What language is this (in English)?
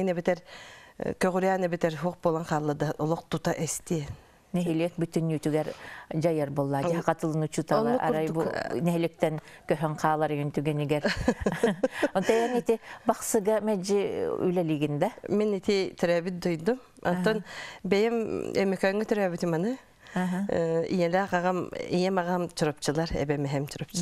Yakut